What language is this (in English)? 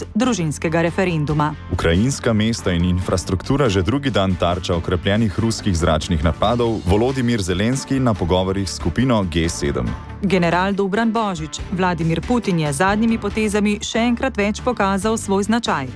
Slovenian